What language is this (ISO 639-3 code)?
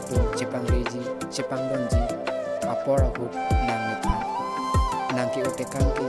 mjw